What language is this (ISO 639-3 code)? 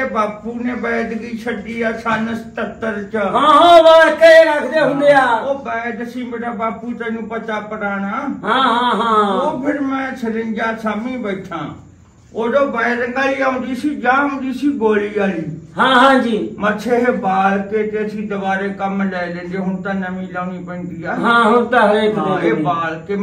pan